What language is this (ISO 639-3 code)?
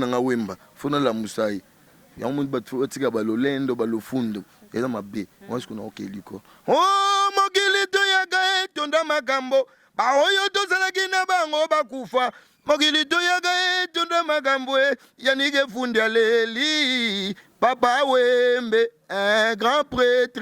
lin